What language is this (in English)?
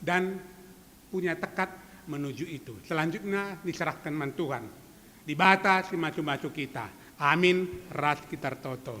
Batak Karo